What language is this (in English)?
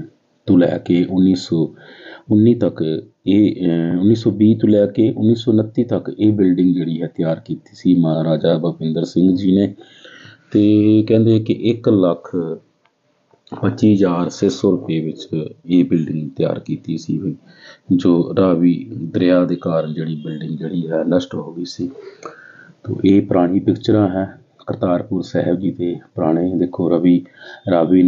Punjabi